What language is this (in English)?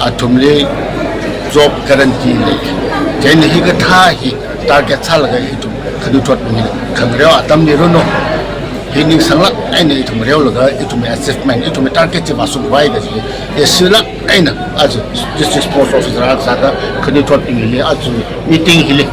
Tangkhul Naga (India)